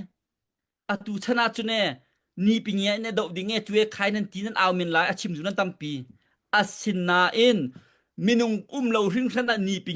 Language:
Hakha Chin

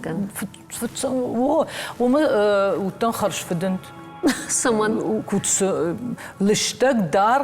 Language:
Ossetic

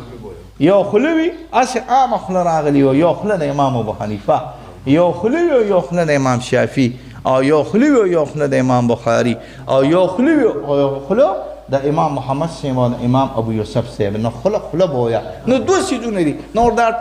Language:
Pashto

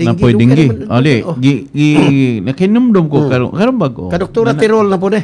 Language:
Cebuano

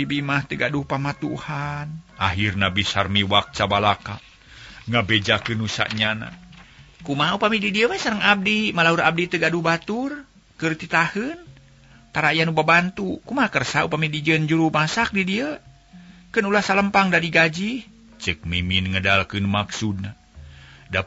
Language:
Sundanese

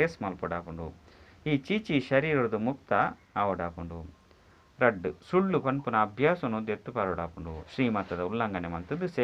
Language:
Tulu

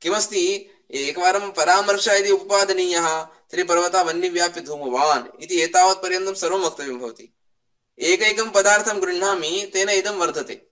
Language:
Sanskrit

